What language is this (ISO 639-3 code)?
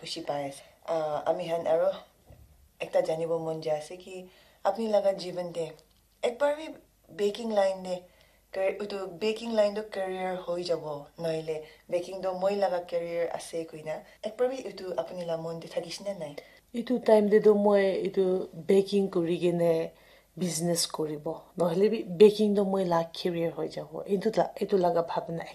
nag